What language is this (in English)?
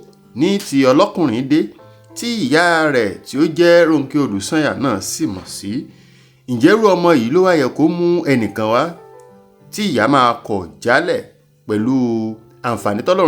Yoruba